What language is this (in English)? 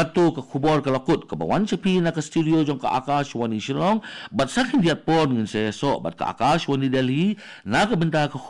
Khasi